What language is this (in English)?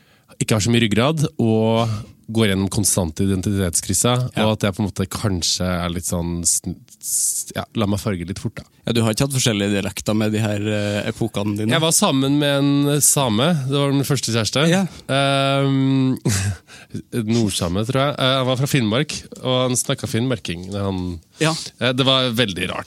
Norwegian